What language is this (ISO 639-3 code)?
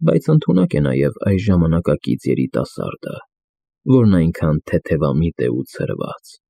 hye